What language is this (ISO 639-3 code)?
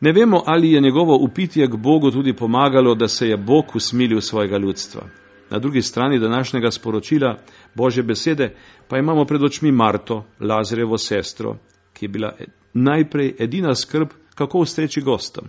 slv